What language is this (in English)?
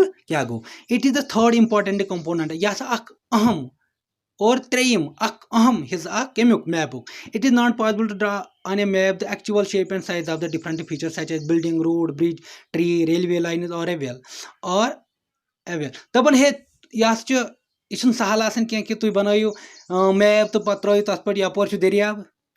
Kashmiri